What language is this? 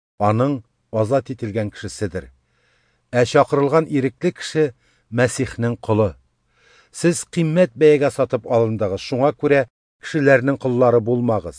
Tatar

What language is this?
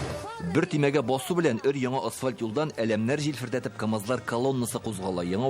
Tatar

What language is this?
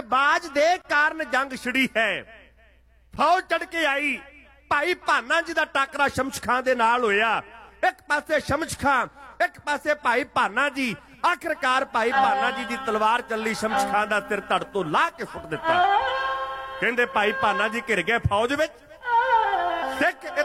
Punjabi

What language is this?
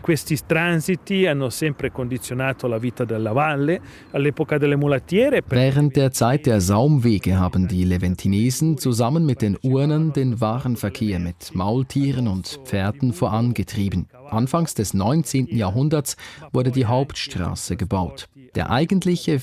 Swiss German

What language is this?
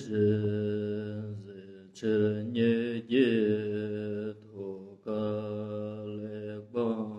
Ladakhi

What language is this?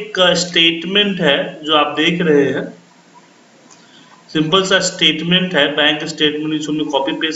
Hindi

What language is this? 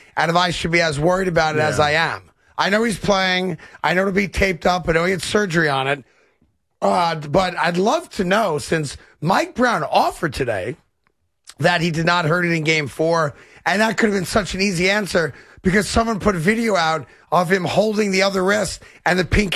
English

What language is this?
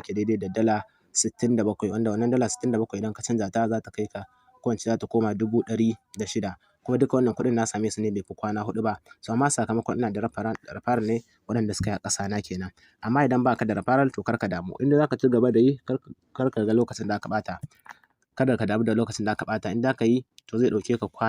Hausa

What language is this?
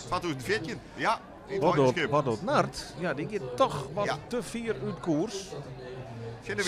Western Frisian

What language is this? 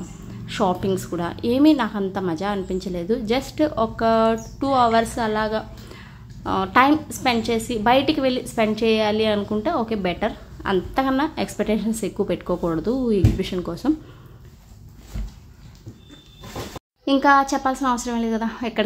Telugu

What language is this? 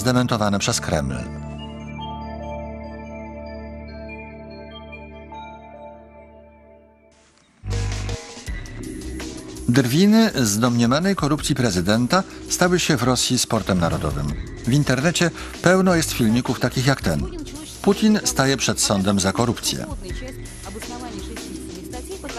Polish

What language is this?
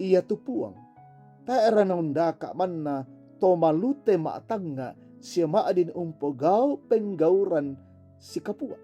Toraja-Sa'dan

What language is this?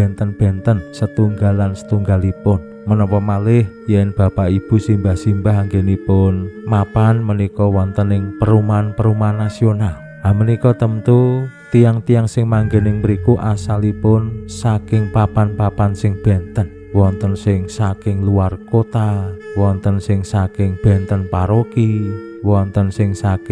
Javanese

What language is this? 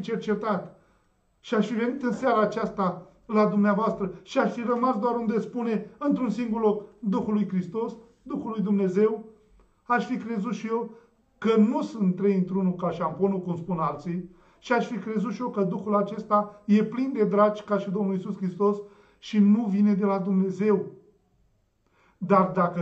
Romanian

